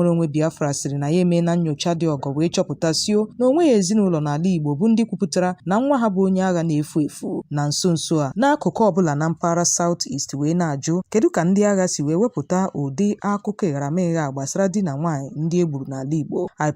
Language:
Igbo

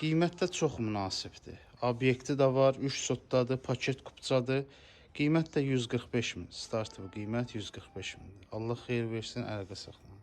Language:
Azerbaijani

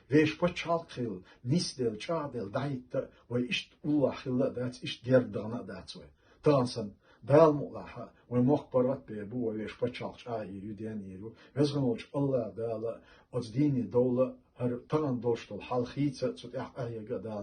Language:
Chechen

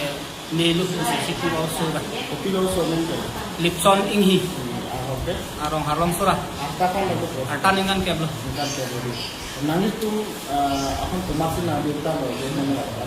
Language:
Karbi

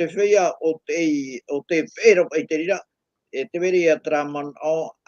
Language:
Tahitian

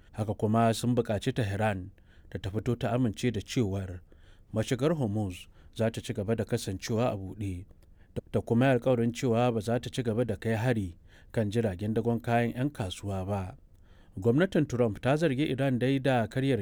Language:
Hausa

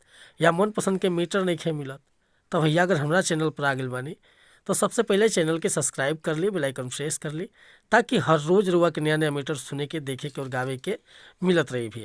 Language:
Bhojpuri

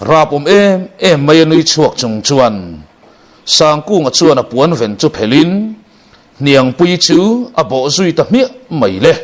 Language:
Mizo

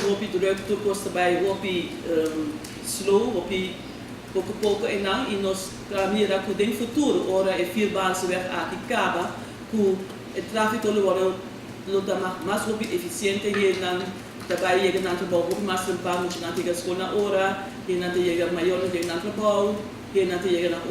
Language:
Papiamento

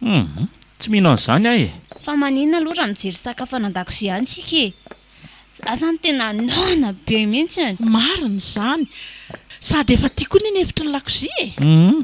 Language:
Malagasy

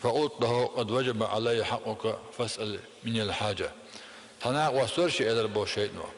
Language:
Chechen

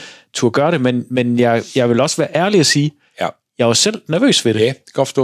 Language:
Danish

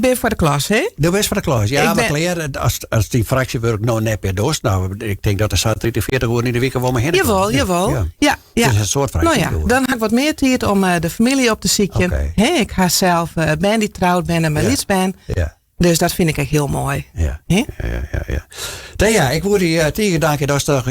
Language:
Western Frisian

